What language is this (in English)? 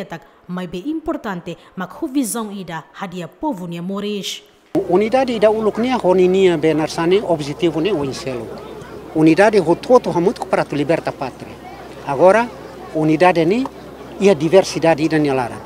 Tetum